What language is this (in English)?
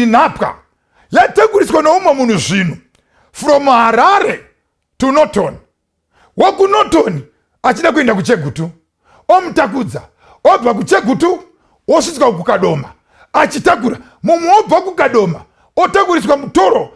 Shona